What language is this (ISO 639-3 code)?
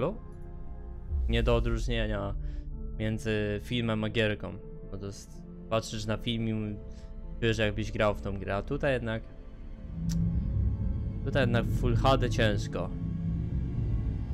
pol